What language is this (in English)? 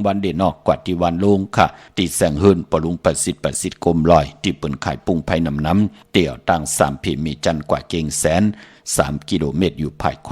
Shan